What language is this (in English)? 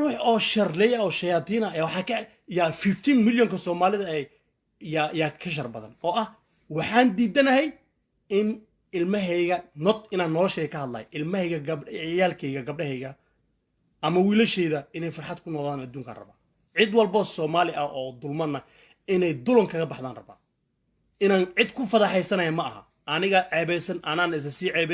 Somali